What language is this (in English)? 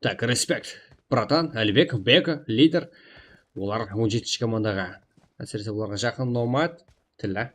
Kara-Kalpak